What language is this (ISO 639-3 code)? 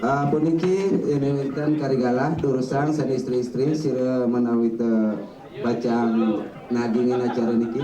ban